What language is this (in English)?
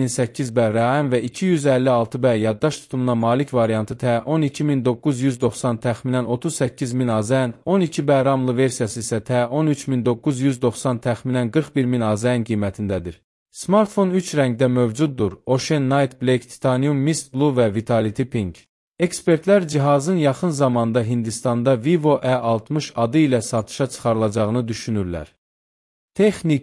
Azerbaijani